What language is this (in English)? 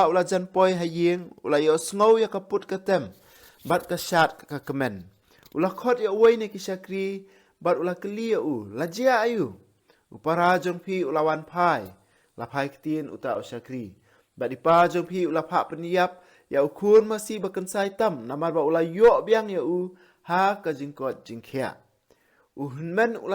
Khasi